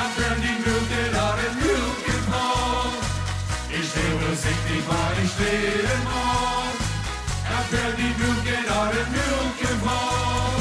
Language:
Limburgish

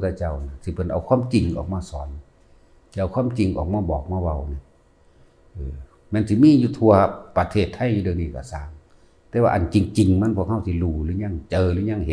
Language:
Northeastern Thai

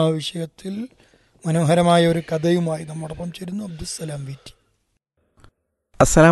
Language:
Malayalam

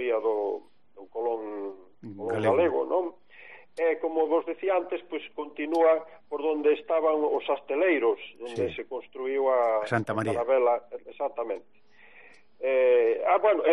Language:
Galician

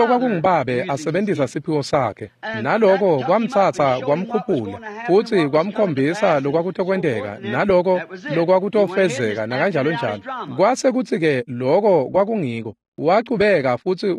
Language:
Swati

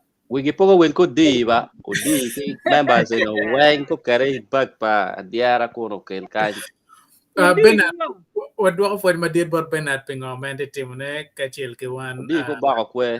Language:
Acoli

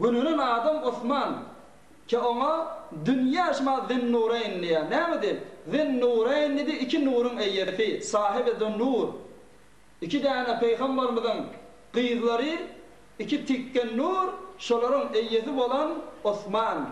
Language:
Turkmen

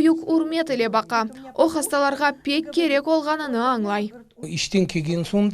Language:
Crimean Tatar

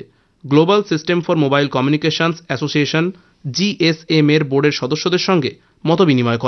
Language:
Bangla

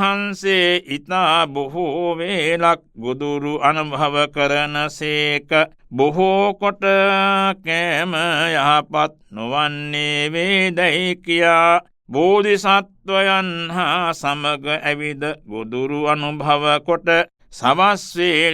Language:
Sinhala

